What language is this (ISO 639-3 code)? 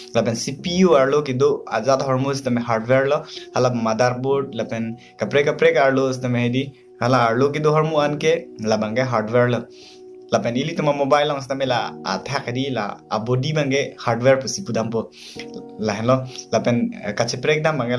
mjw